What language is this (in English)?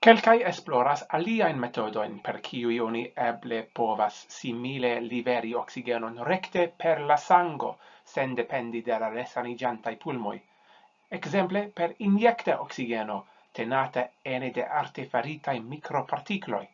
Esperanto